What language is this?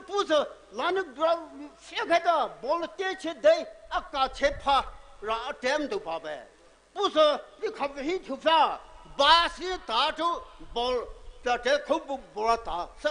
Poumei Naga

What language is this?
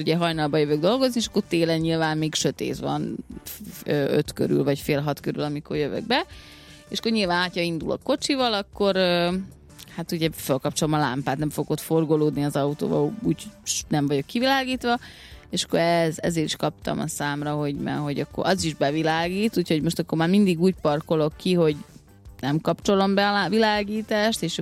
Hungarian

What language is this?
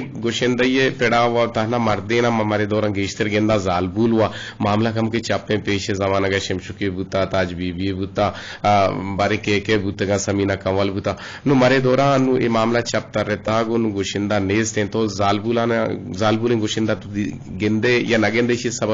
Eastern Balochi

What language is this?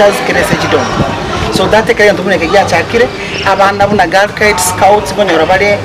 Gusii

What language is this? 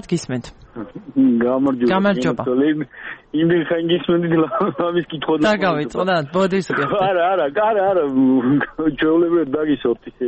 Georgian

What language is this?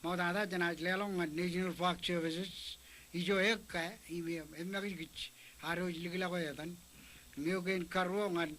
Marshallese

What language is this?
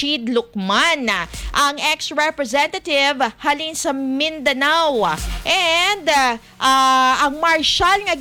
Hiligaynon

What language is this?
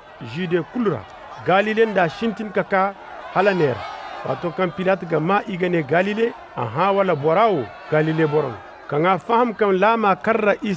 Koyraboro Senni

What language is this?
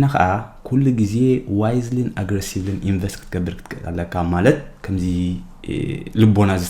Tigrinya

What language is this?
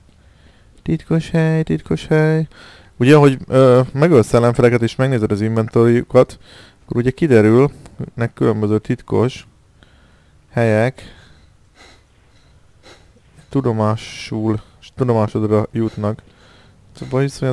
Hungarian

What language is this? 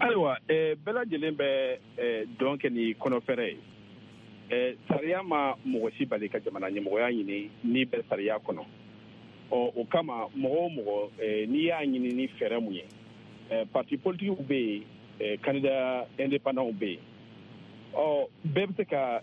Bambara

